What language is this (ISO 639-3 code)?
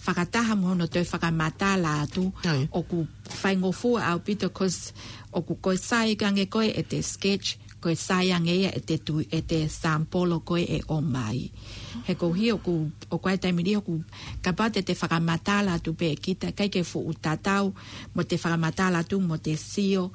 ton